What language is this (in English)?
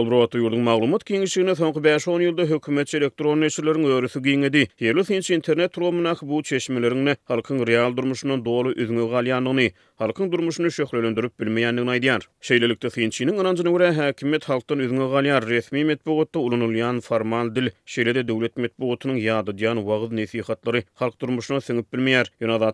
Turkmen